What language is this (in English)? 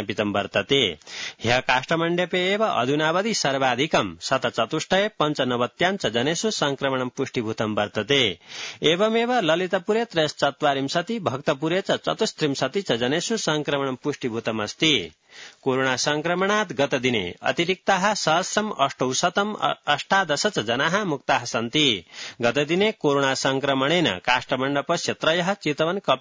Sanskrit